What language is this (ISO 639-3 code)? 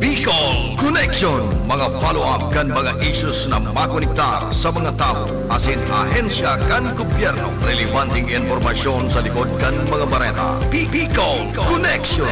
bik